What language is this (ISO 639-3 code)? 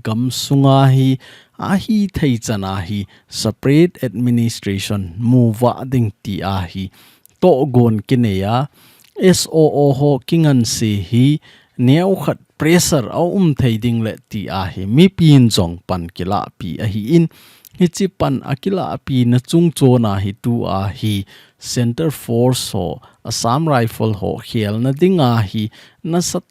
tcz